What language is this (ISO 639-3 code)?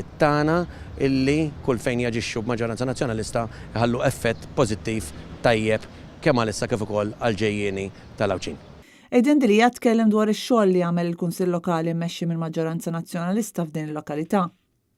mlt